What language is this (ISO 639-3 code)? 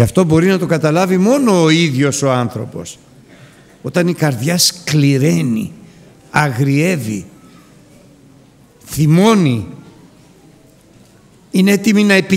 ell